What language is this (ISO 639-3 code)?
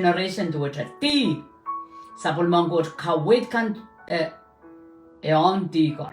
pon